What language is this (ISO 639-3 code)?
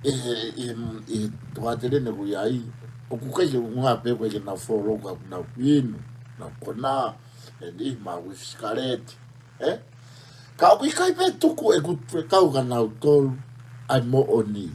ton